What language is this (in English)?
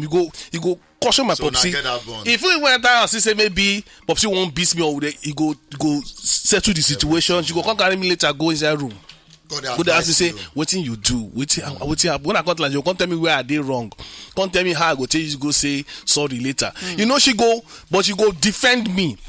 Nigerian Pidgin